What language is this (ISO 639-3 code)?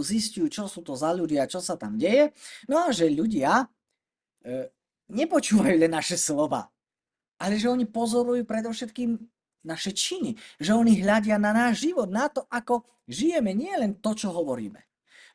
slk